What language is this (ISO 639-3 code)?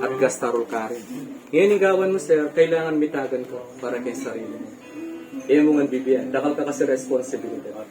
pam